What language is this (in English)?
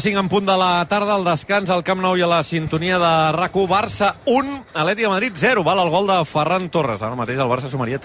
Catalan